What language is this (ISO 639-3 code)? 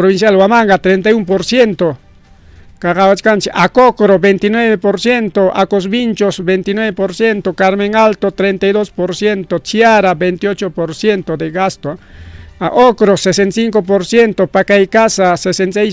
quy